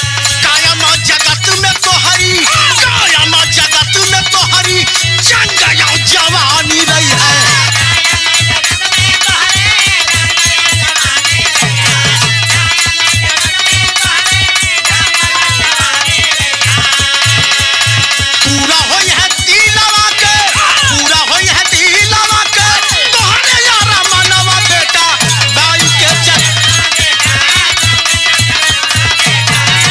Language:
Bhojpuri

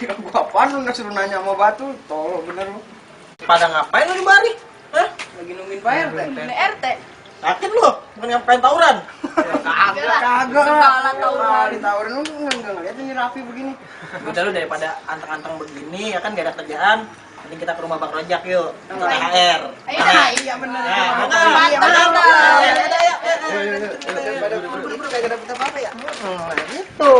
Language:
Betawi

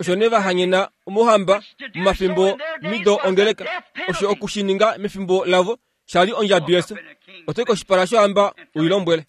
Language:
Kuanyama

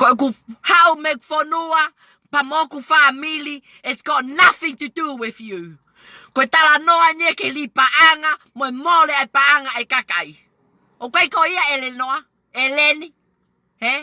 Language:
Tongan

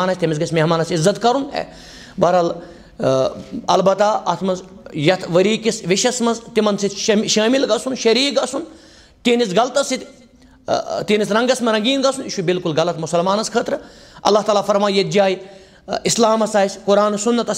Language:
Kashmiri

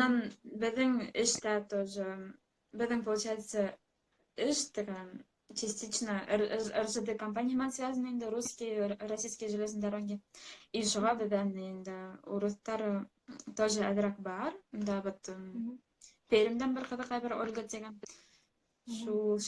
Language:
Bashkir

